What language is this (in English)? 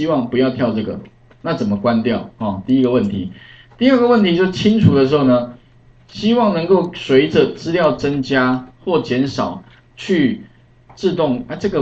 Chinese